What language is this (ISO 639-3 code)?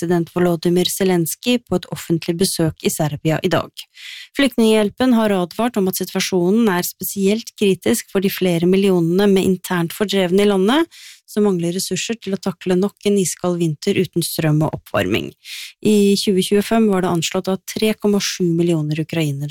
nor